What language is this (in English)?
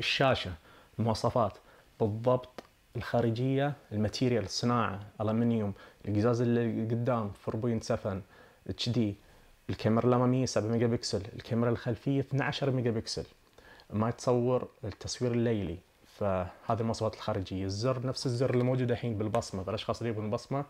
Najdi Arabic